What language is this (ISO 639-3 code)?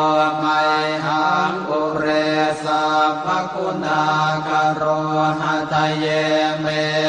pli